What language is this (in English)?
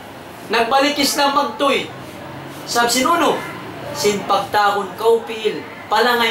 Tausug